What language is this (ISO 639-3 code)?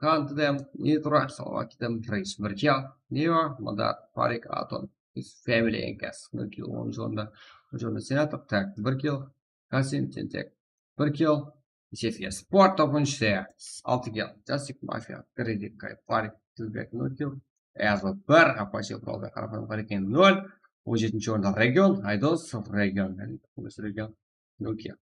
kaa